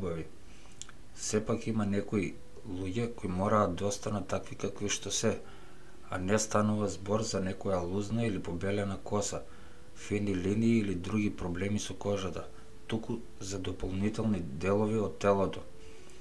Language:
Macedonian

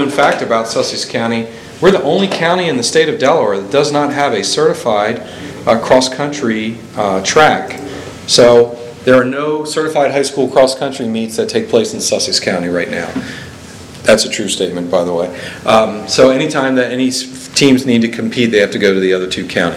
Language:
English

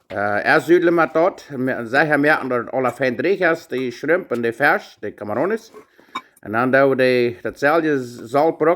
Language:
Plautdietsch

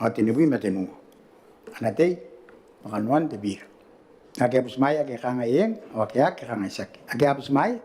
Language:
Gilbertese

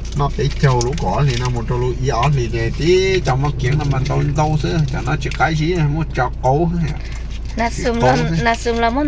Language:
Hmong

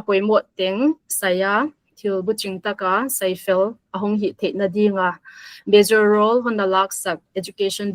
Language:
Paite Chin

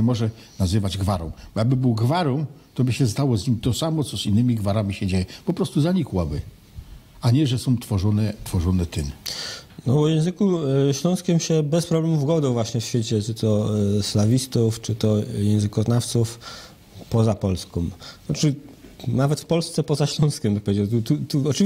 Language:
Silesian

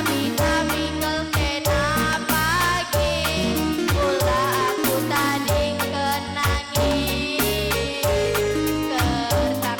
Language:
Batak Karo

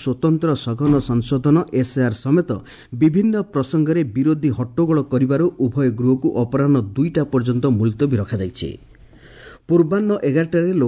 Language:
Odia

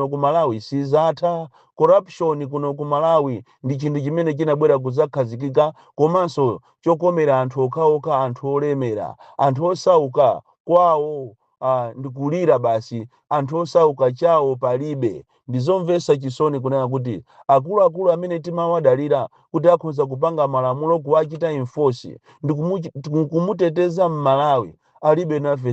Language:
Nyanja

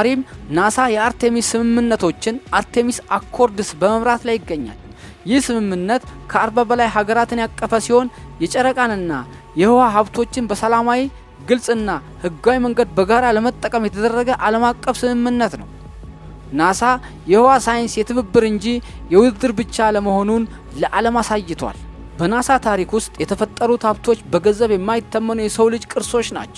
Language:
Amharic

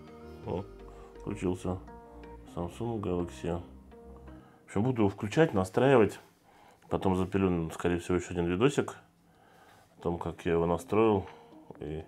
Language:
Russian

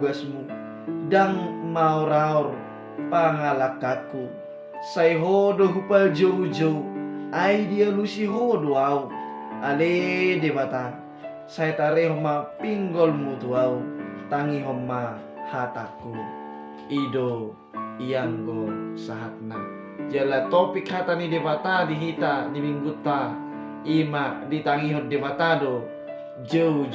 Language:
Batak Toba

